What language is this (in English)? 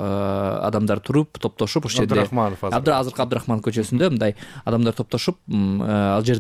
Kyrgyz